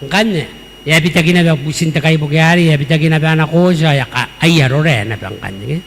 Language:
Gilbertese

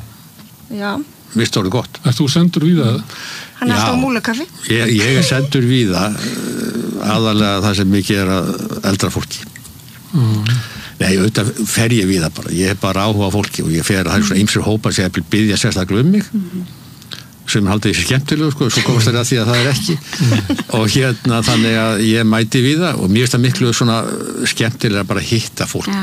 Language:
Icelandic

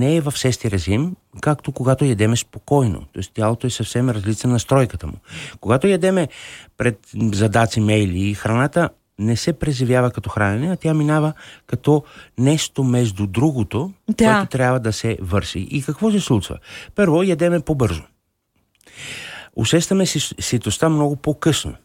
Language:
Bulgarian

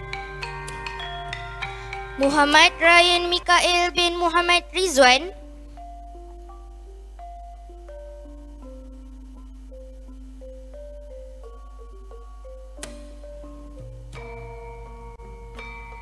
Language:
Malay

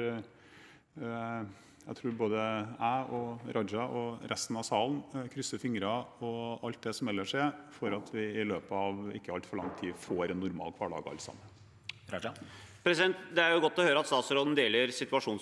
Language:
Norwegian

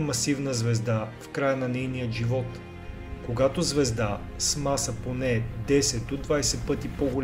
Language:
Bulgarian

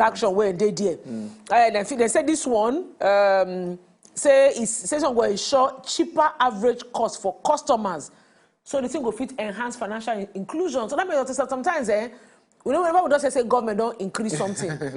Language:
Nigerian Pidgin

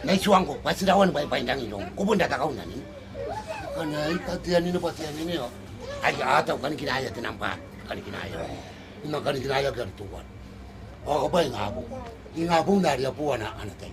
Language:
Gilbertese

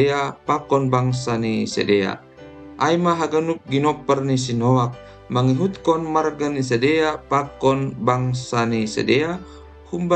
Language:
Batak Simalungun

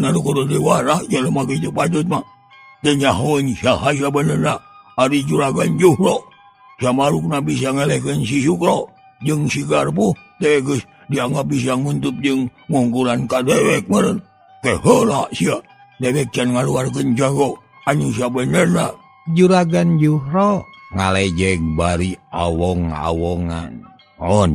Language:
Sundanese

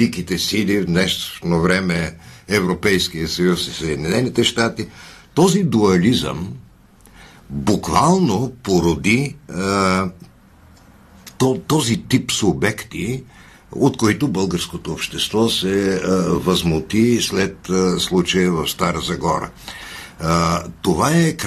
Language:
Bulgarian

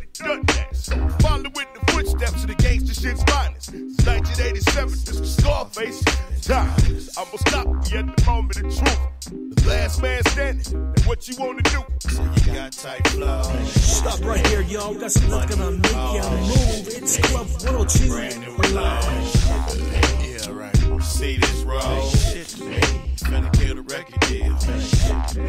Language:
English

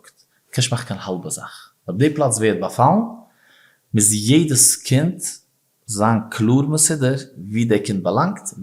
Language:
Yiddish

